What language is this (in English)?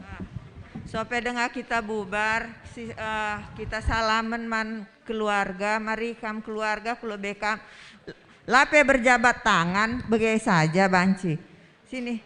Batak Karo